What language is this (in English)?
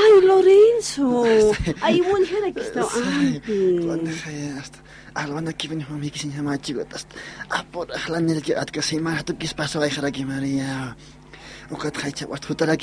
Aymara